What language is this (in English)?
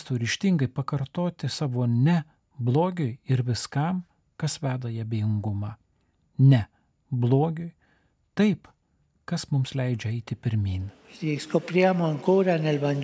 Lithuanian